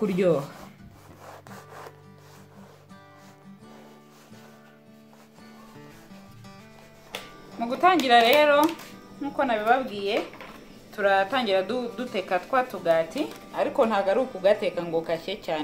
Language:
Kinyarwanda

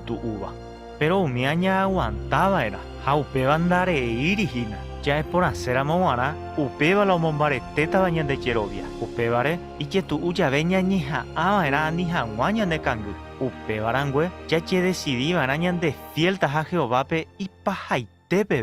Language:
Guarani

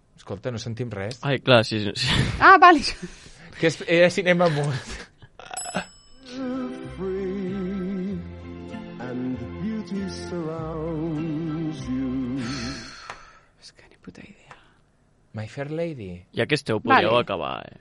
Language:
Catalan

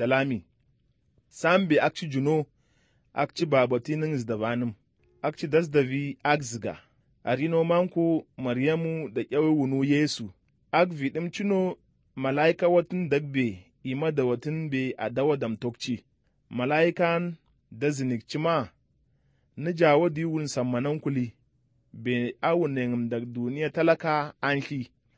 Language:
Slovenian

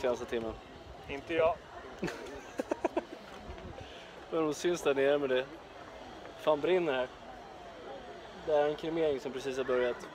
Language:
Swedish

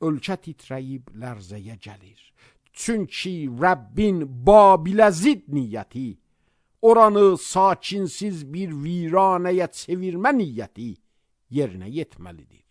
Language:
Azerbaijani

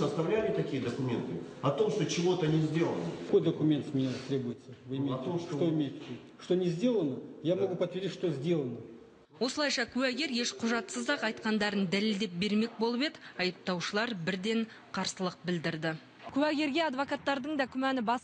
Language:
Kazakh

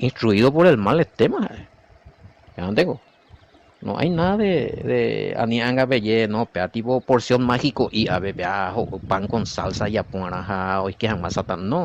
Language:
Guarani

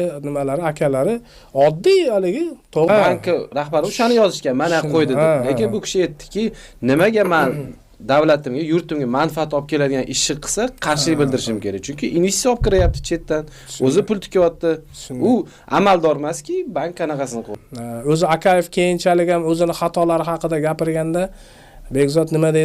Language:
Uzbek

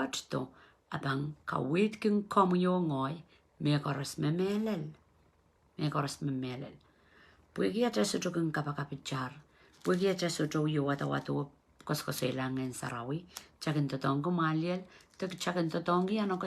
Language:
Pohnpeian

